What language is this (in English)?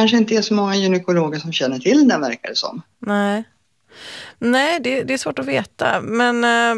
Swedish